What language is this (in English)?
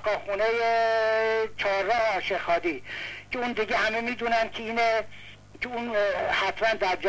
Persian